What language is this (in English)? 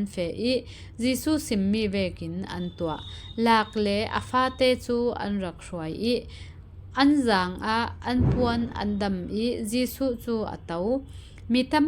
Falam Chin